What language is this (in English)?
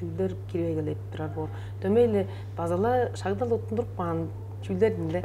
Tuvinian